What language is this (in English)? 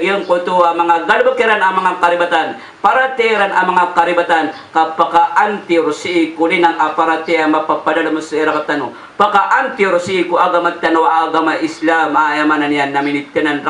Maranao